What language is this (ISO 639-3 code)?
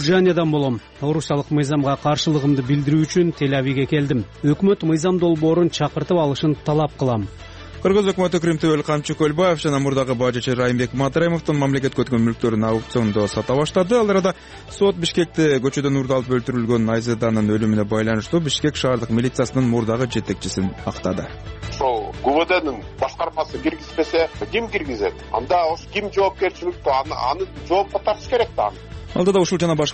kir